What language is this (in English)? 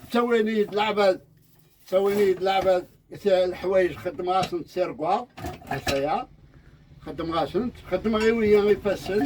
Kabyle